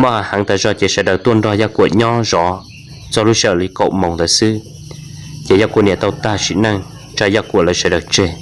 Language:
Hmong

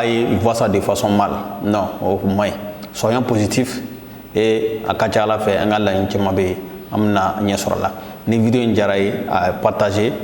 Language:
Bambara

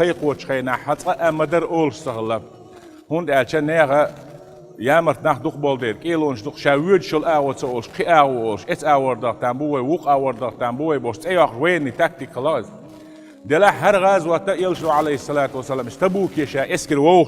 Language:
Chechen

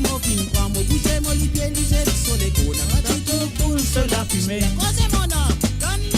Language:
Morisyen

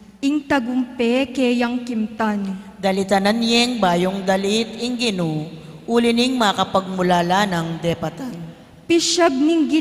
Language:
Pampanga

